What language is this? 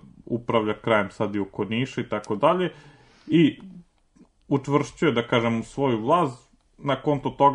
Serbian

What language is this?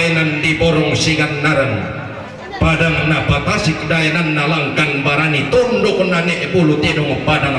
Toraja-Sa'dan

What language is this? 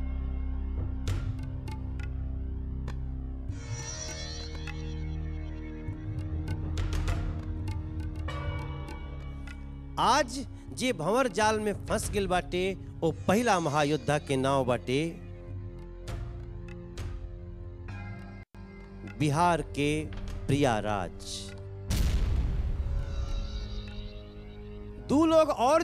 Bhojpuri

